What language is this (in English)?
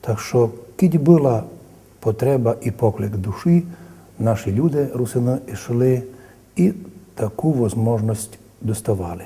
Rusyn